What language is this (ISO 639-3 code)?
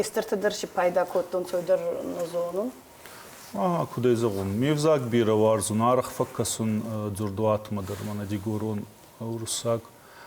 oss